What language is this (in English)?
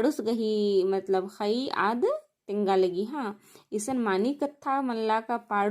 Kurukh